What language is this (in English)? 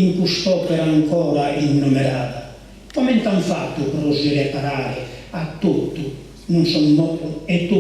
Sardinian